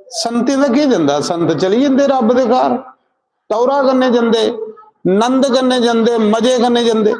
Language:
Dogri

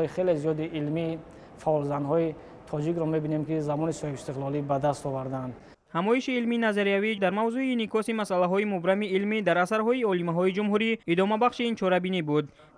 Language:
Tajik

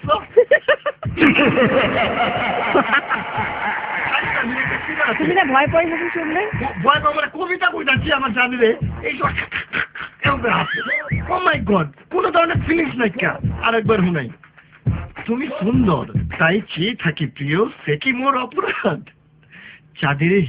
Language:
Bangla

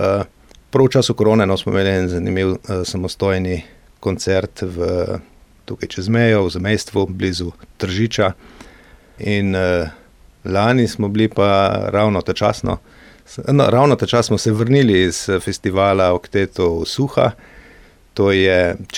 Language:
Slovenian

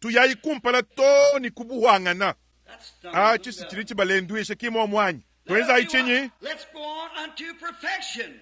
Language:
Luba-Lulua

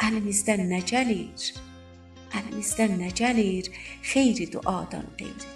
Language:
South Azerbaijani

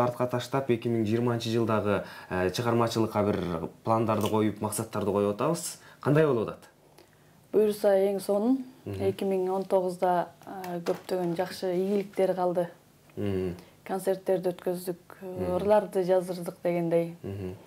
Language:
Kyrgyz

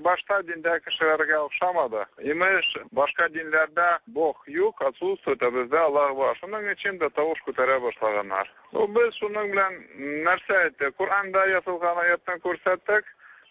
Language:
Tatar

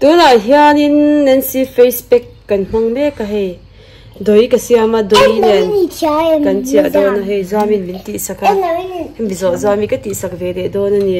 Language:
Mizo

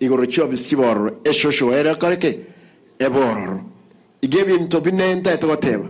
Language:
Gusii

